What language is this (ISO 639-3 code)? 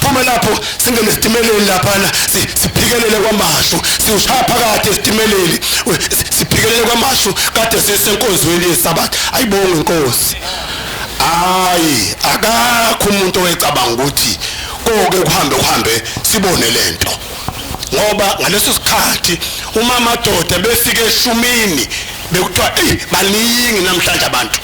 zul